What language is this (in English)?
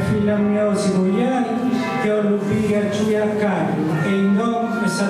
Sardinian